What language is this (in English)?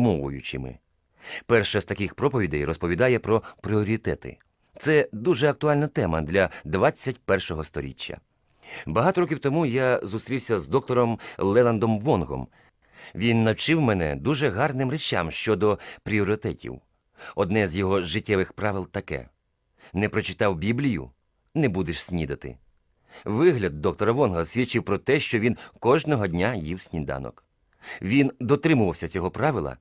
Ukrainian